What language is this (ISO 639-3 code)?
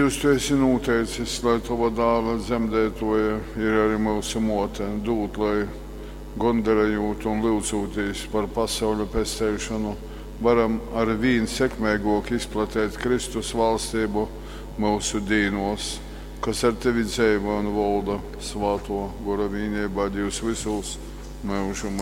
ltg